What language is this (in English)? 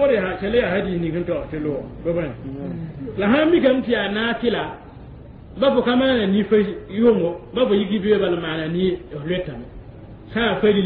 Mossi